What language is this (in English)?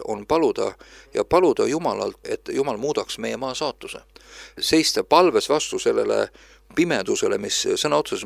Estonian